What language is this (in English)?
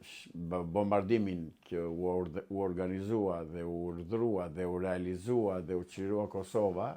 Albanian